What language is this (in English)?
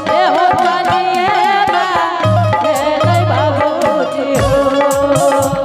Angika